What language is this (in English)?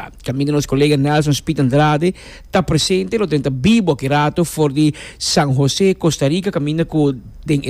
Papiamento